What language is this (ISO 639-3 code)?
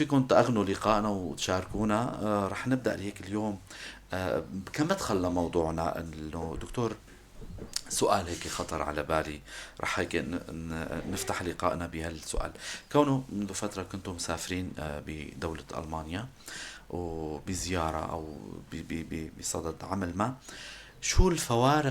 apc